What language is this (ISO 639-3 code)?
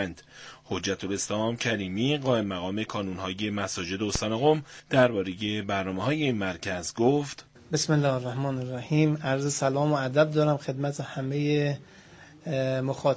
fas